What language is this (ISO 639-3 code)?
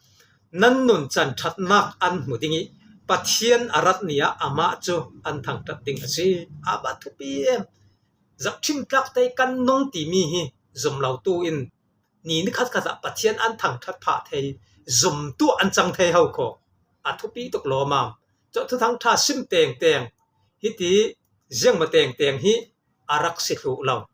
cfm